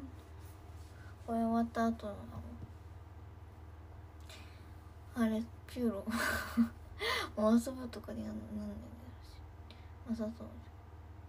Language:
Japanese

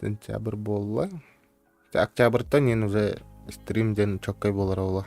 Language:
Yakut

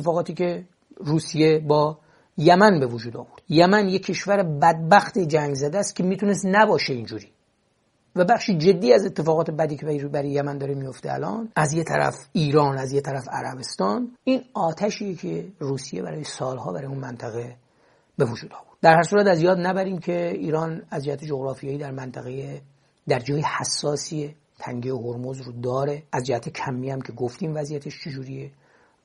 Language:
Persian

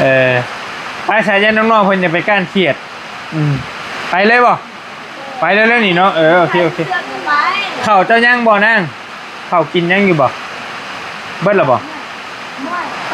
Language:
Northeastern Thai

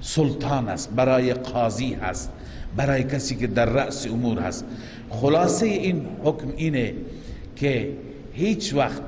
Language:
Persian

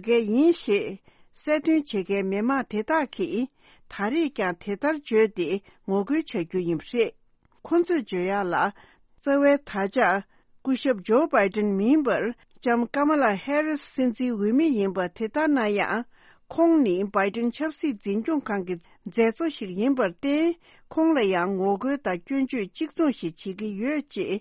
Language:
Tibetan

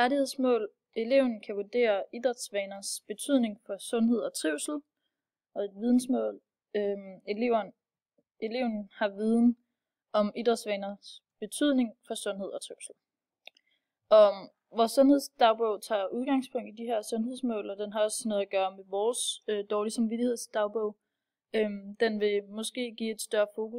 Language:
Danish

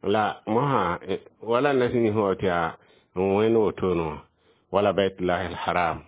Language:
Mossi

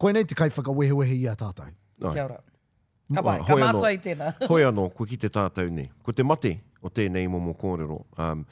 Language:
Māori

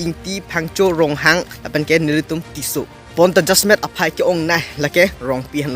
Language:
Karbi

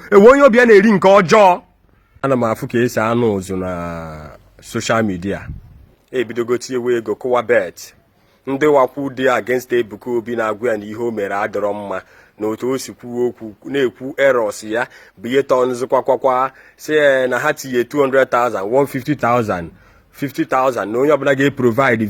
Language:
Igbo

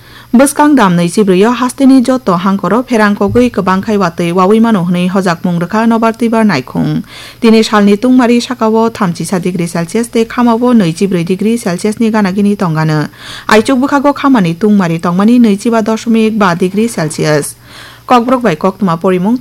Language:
Kok Borok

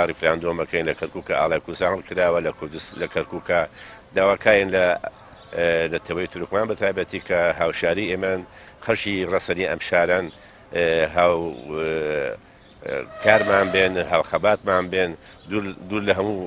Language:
Central Kurdish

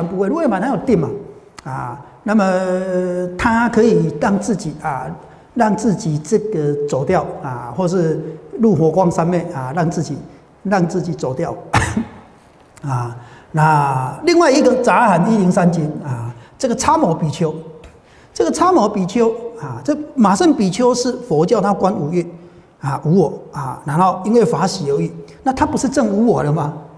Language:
Chinese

